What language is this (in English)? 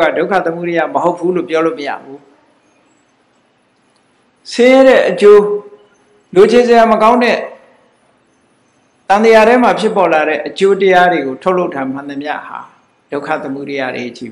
Burmese